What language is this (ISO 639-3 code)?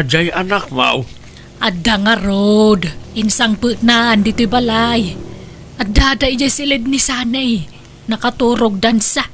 ilo